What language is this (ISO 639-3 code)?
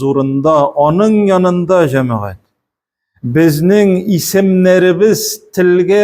tat